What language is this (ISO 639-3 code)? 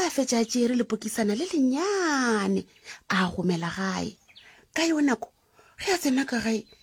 nso